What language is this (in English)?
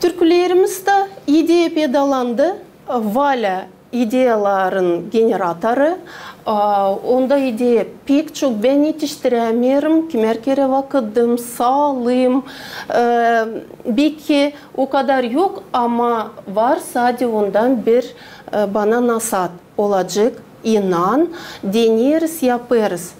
Gagauz